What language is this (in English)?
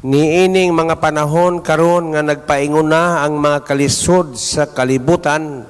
Cebuano